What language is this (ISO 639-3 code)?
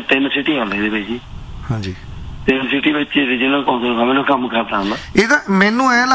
pan